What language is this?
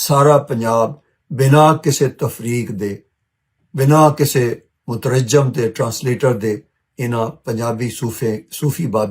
Western Panjabi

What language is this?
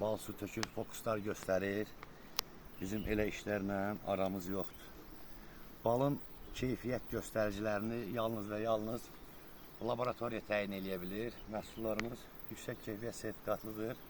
Azerbaijani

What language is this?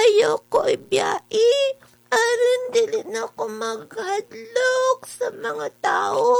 Cebuano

